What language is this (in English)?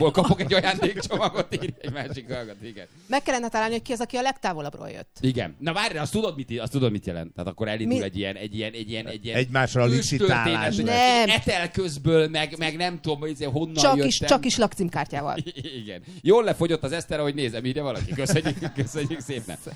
Hungarian